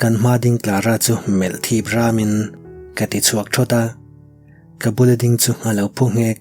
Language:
Mizo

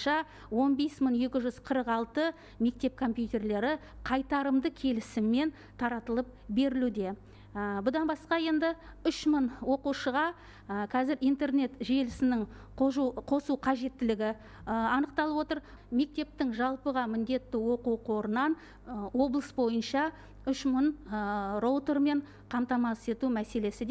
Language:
Kazakh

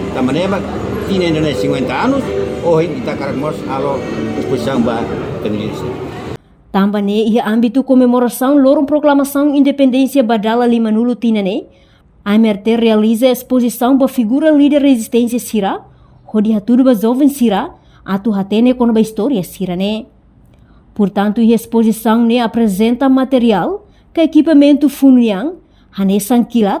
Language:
Tetum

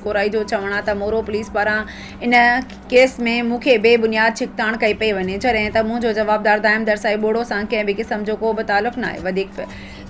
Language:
Sindhi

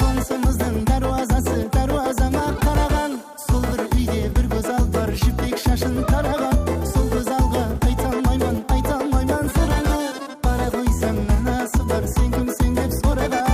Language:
Kara-Kalpak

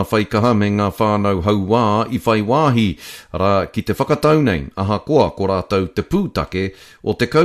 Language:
Māori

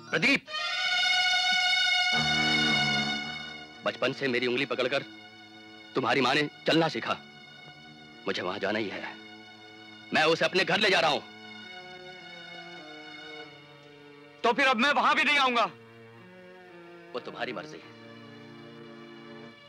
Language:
Hindi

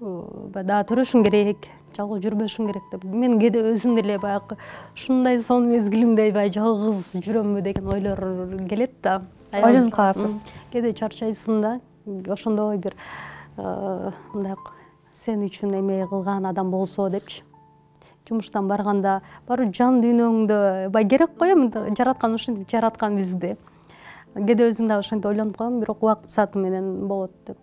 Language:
Kyrgyz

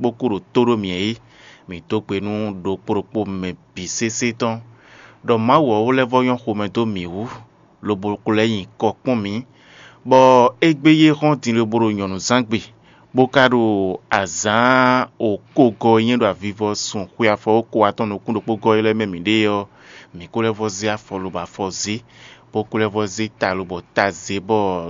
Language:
Fon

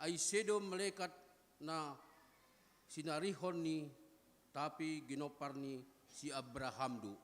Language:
Batak Simalungun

